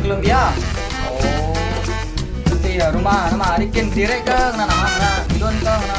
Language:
Iban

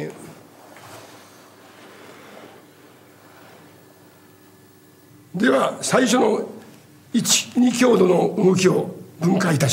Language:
Japanese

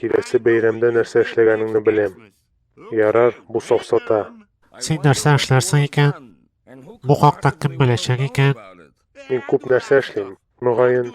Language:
Tatar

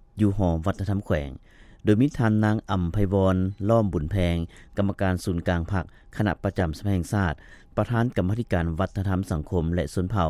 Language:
Lao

